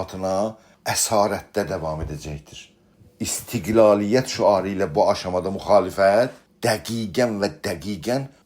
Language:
South Azerbaijani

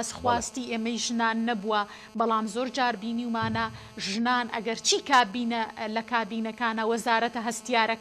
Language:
Central Kurdish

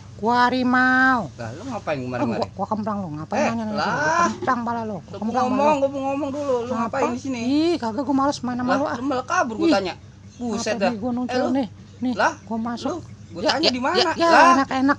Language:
Betawi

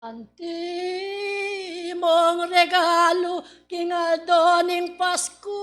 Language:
Pampanga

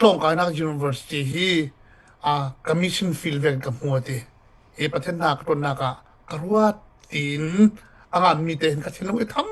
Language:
Falam Chin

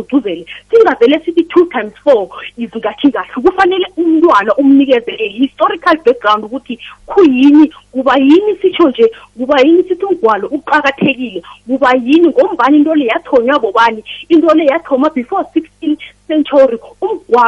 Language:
South Ndebele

